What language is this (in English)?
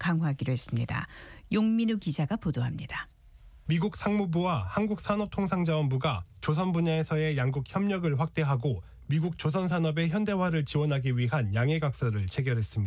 Korean